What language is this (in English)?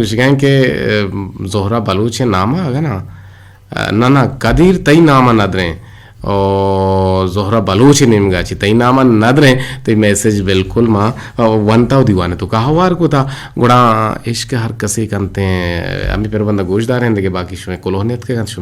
Eastern Balochi